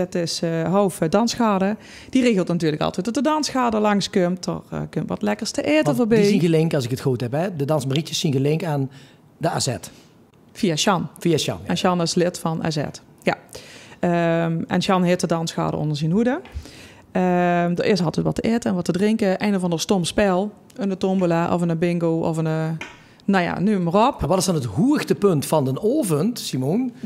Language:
Limburgish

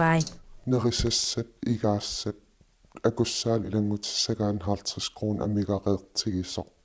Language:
Kalaallisut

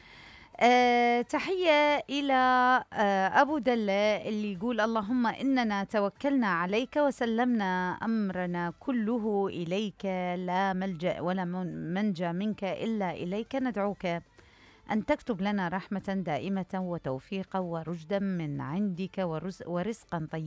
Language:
Mesopotamian Arabic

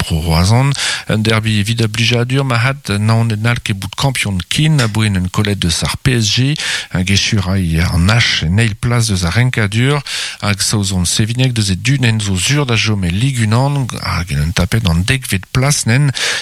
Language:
Breton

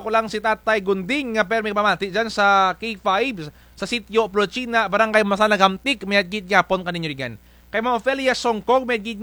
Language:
Kinaray-a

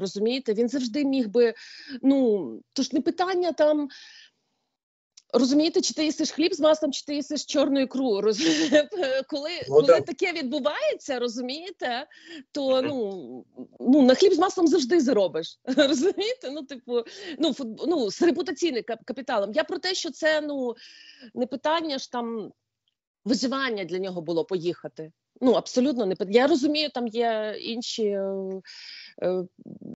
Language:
Ukrainian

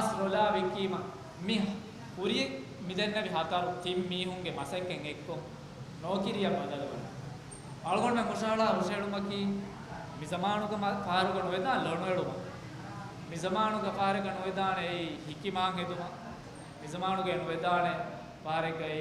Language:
Divehi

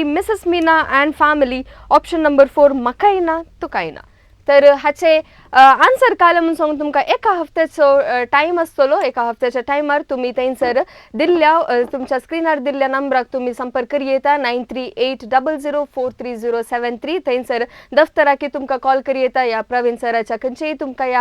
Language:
Konkani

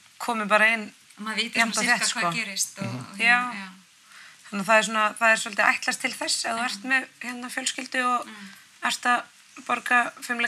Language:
Icelandic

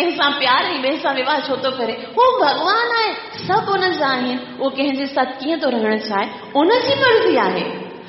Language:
Sindhi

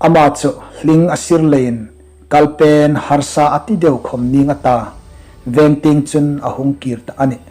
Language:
Hmar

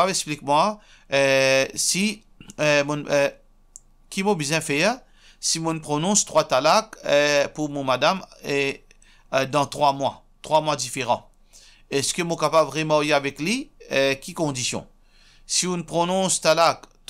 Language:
Morisyen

